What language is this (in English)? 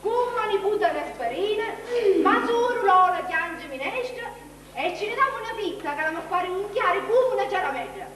Sicilian